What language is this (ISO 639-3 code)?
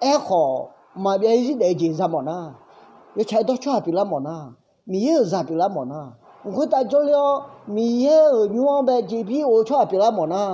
ahk